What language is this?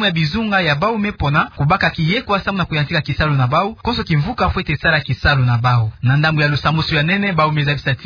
Kituba (Democratic Republic of Congo)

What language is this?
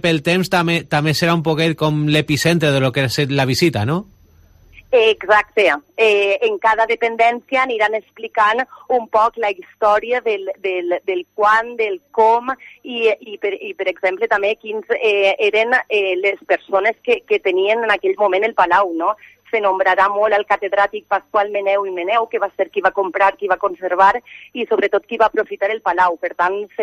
Catalan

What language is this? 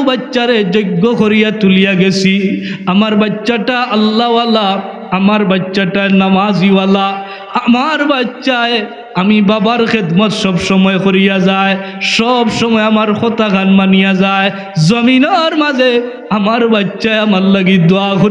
Sylheti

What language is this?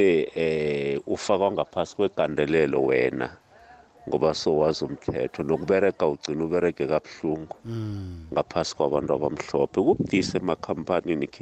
South Ndebele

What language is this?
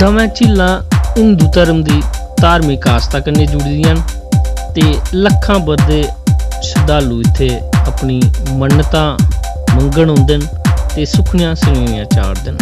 Dogri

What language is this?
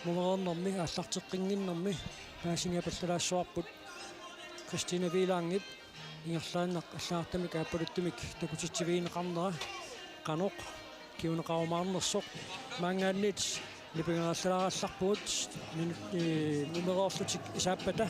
Kalaallisut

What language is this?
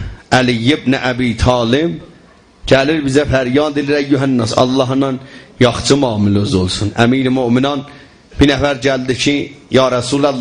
South Azerbaijani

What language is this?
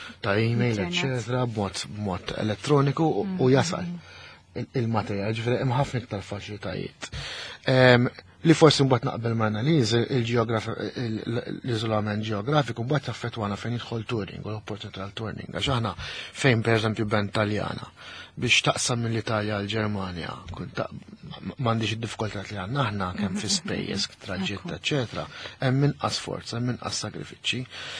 Maltese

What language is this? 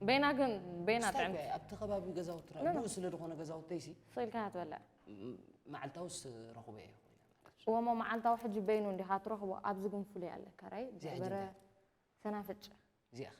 Tigrinya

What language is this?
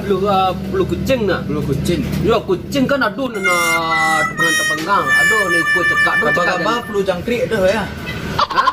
Minangkabau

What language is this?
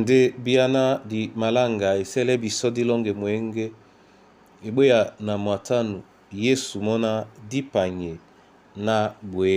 Duala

